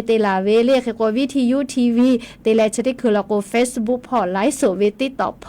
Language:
Lahu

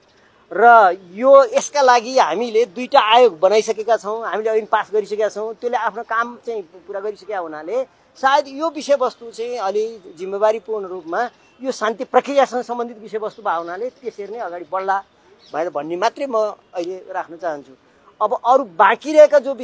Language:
Nepali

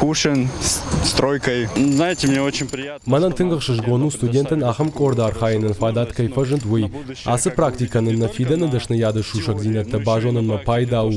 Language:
Ossetic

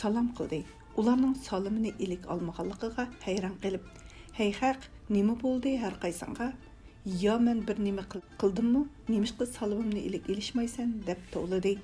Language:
Uyghur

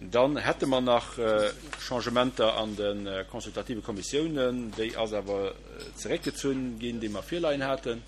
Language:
Luxembourgish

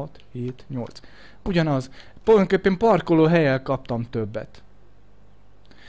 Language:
Hungarian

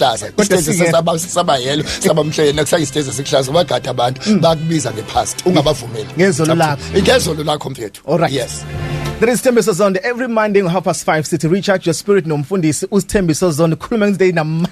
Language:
Zulu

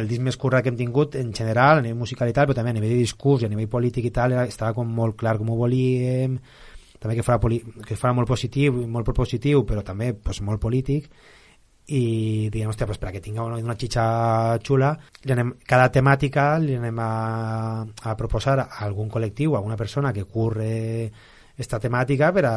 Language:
Catalan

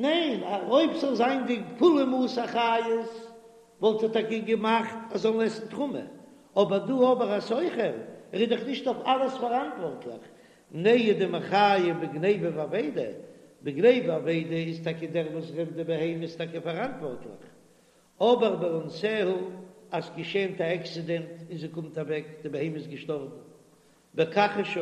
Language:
Yiddish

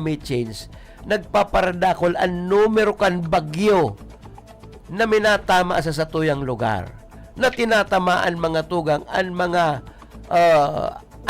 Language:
Bikol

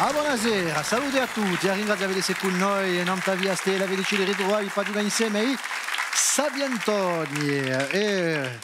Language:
Corsican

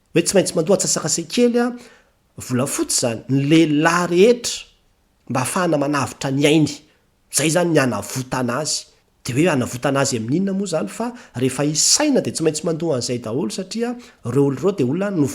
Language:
Malagasy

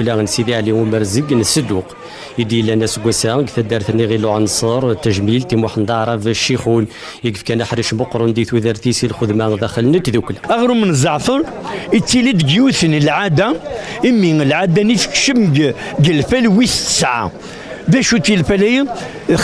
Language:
Kabyle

